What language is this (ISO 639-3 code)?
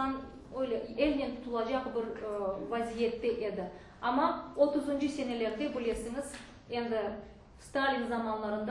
crh